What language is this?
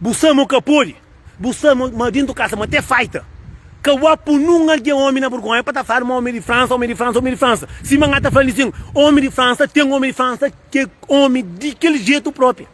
Kabuverdianu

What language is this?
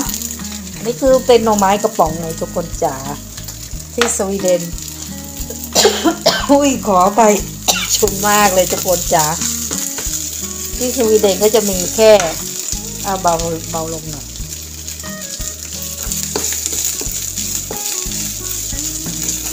Thai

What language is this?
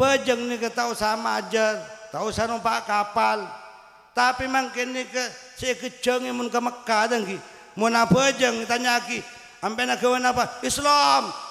Madurese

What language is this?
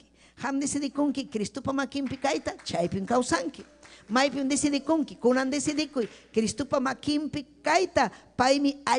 Ayacucho Quechua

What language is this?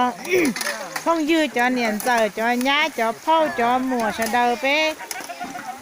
Hmong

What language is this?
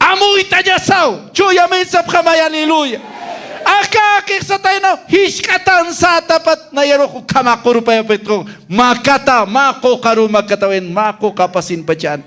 Aymara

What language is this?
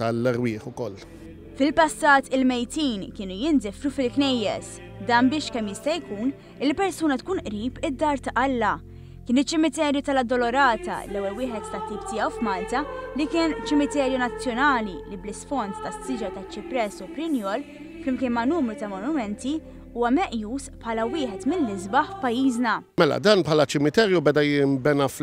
Maltese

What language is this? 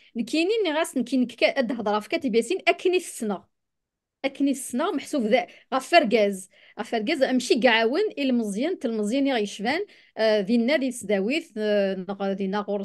Kabyle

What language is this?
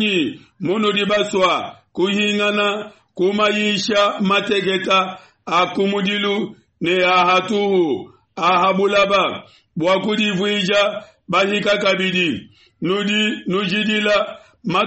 Luba-Lulua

